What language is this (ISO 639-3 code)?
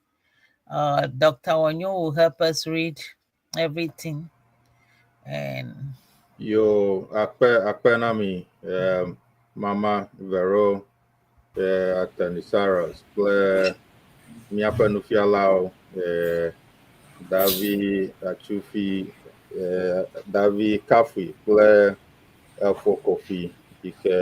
ewe